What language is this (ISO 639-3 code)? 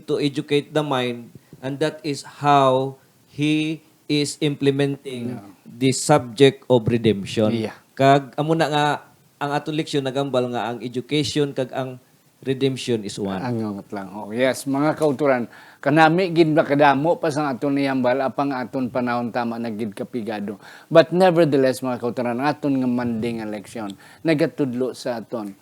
hil